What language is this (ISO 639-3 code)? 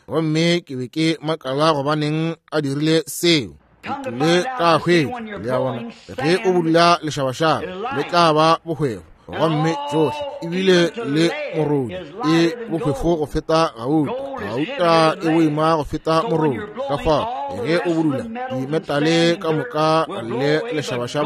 nso